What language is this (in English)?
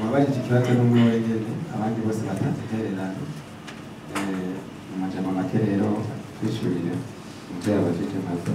Rundi